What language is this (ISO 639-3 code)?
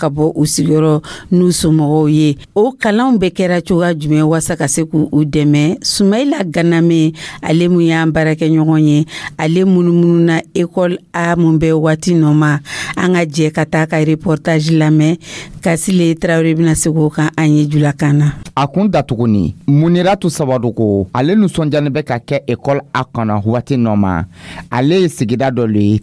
dyu